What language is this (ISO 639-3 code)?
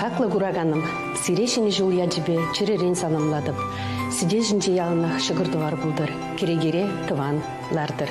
chv